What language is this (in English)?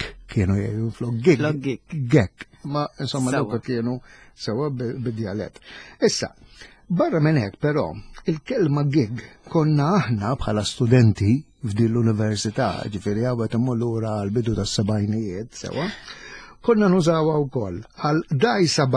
Maltese